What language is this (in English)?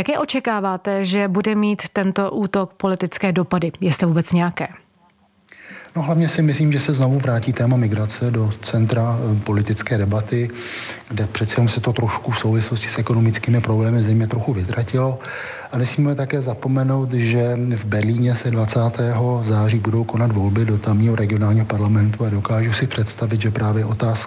Czech